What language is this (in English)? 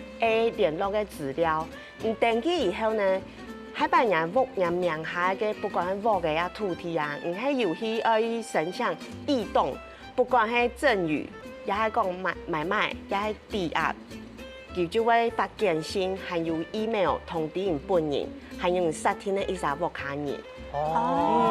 Hakka Chinese